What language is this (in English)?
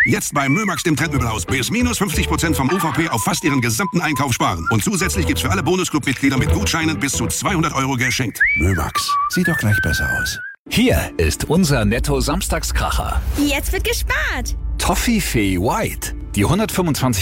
German